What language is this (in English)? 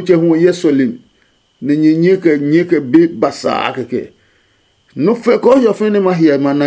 Adangme